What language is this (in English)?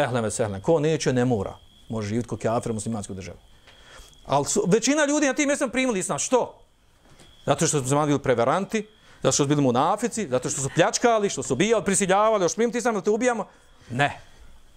Bosnian